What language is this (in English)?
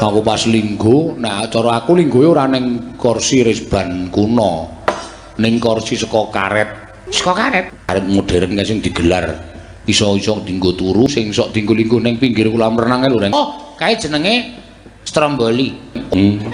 Javanese